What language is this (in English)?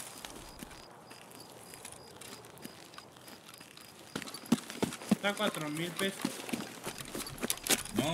Spanish